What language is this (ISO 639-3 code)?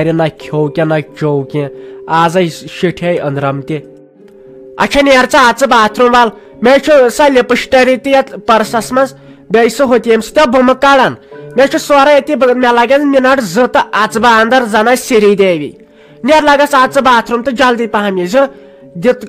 kas